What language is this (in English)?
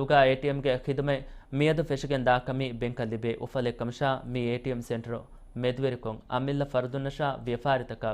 Divehi